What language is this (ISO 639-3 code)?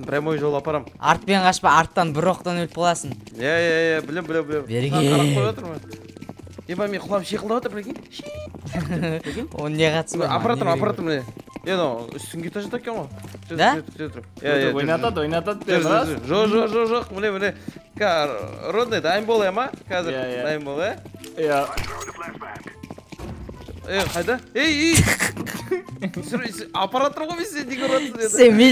kaz